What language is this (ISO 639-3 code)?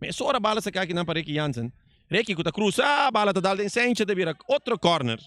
pap